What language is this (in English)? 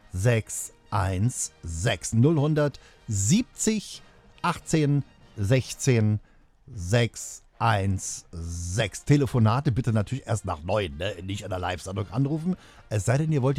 German